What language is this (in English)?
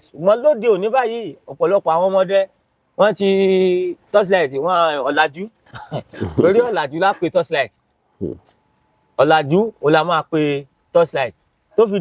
Yoruba